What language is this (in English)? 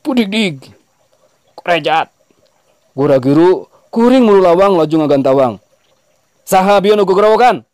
Sundanese